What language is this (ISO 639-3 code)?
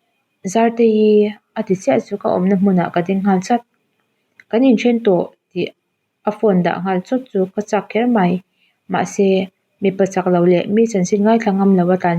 lus